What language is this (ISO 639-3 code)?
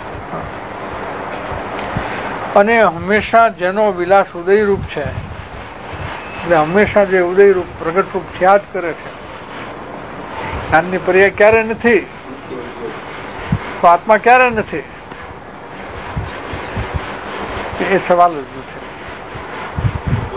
guj